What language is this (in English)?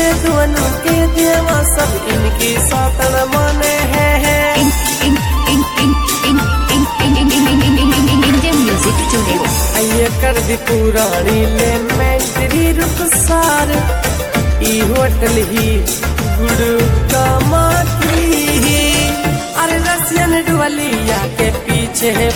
Bhojpuri